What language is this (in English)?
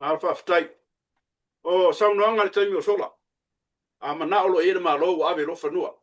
Samoan